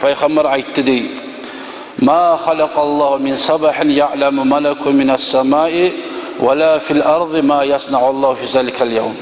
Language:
Kumyk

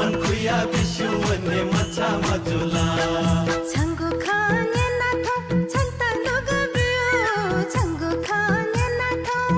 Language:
Newari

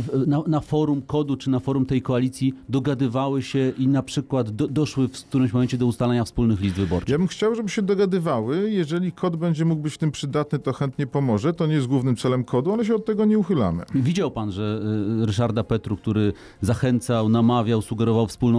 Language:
Polish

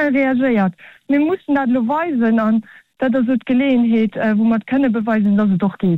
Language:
Luxembourgish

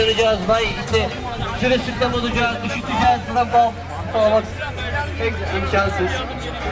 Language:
Turkish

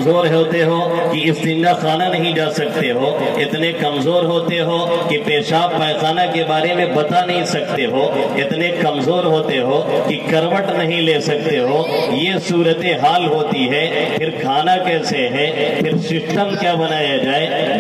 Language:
Urdu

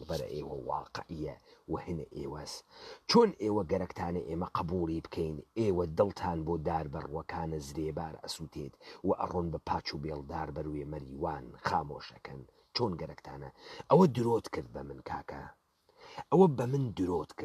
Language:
Central Kurdish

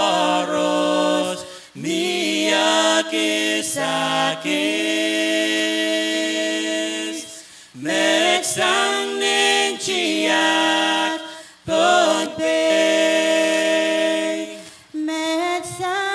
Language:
Pohnpeian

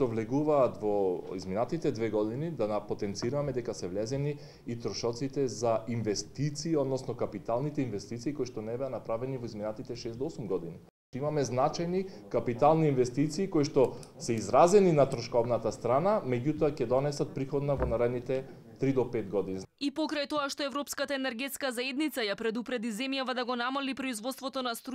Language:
Macedonian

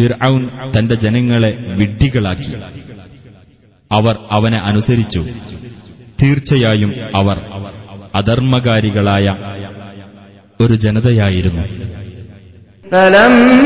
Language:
Malayalam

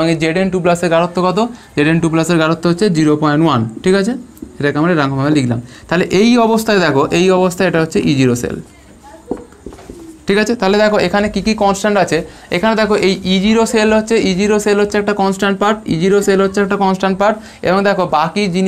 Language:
Bangla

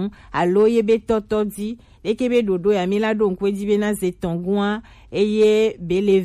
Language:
Gen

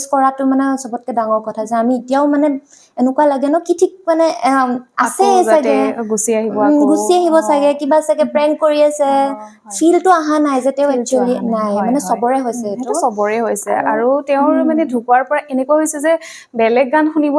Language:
Assamese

